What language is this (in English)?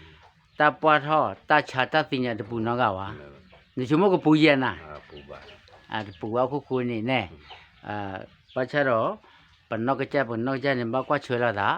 S'gaw Karen